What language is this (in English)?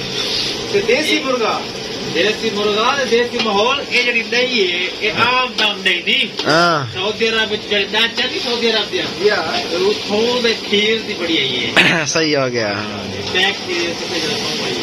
Saraiki